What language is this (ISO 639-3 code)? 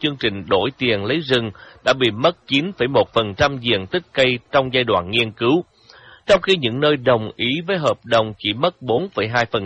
vie